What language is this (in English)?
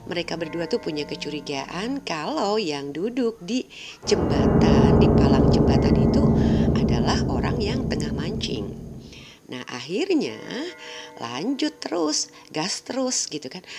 Indonesian